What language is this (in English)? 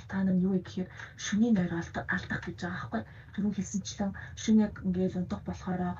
Mongolian